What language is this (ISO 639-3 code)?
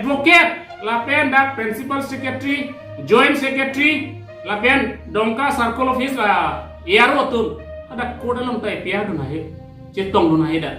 mjw